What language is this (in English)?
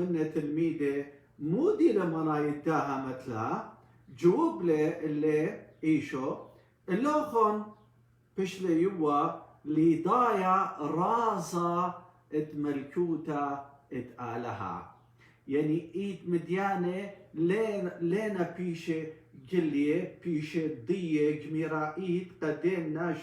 Assyrian Neo-Aramaic